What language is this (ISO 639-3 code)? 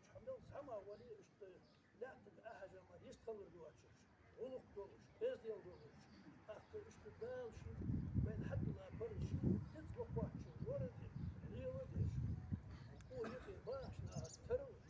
inh